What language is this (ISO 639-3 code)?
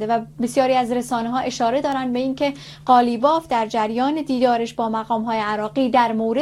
fas